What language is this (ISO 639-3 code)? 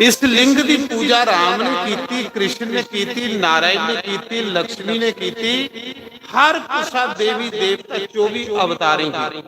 doi